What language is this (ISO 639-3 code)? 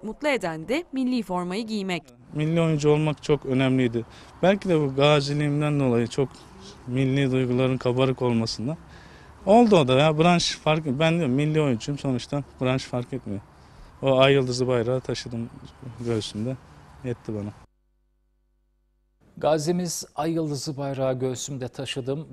tur